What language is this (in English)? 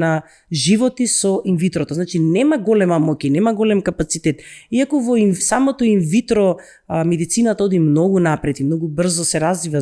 Macedonian